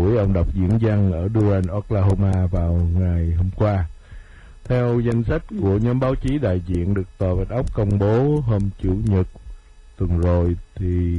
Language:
Vietnamese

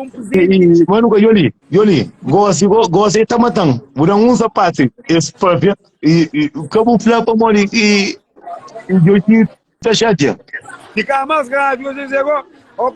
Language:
Kabuverdianu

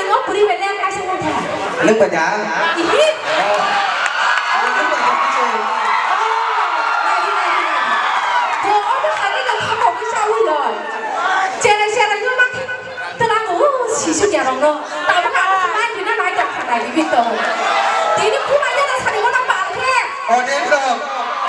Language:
Kok Borok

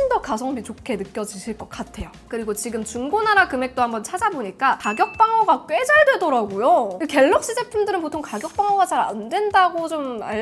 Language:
Korean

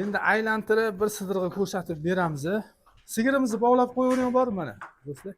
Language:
Uzbek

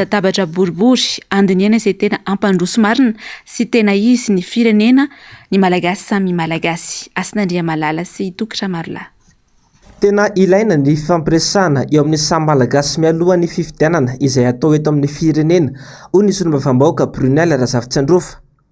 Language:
Malagasy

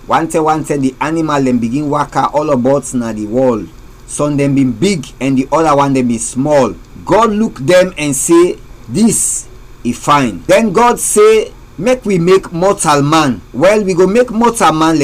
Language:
Krio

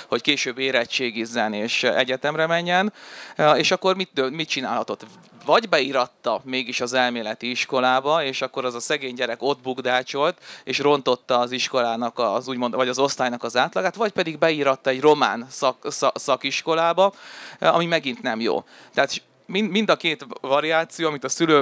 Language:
Hungarian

